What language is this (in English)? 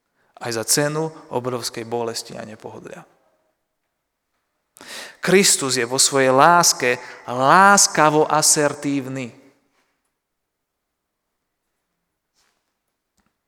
Slovak